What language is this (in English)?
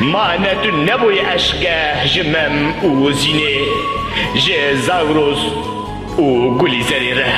Kurdish